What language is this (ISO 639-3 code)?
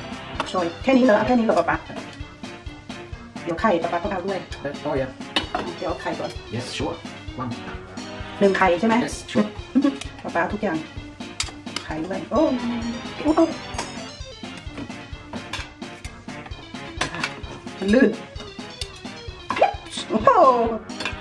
tha